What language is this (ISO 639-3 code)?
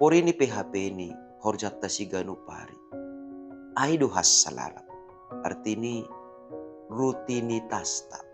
bts